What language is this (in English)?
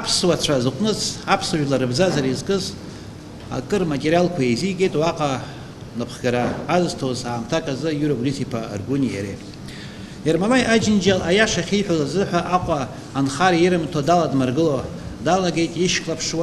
Abkhazian